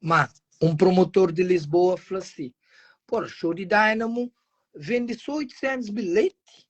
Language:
Kabuverdianu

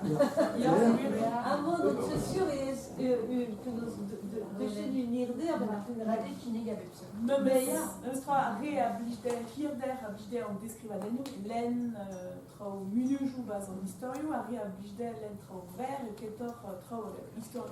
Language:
Breton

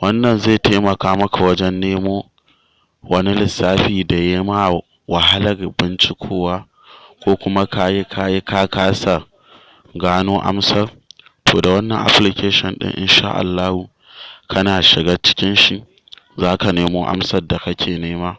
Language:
Hausa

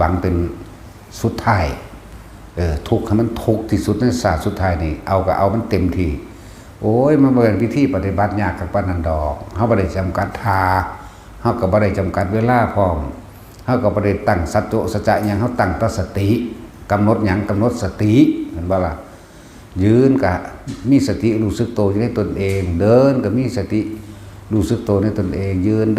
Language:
Northeastern Thai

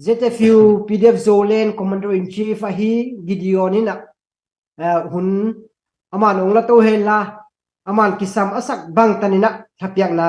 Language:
Tedim Chin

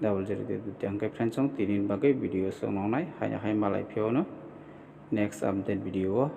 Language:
Kok Borok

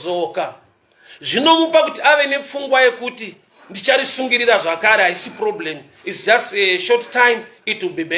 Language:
Shona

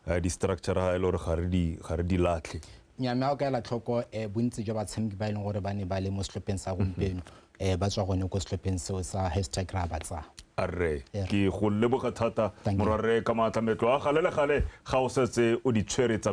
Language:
Tswana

